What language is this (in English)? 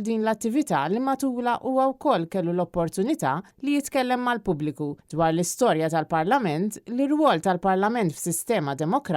Maltese